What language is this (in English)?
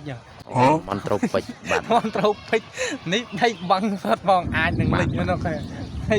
Khmer